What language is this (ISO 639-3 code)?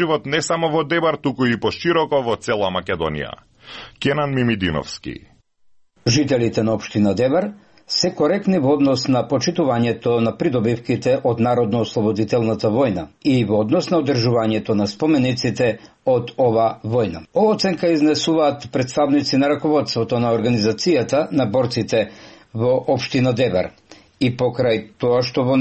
mkd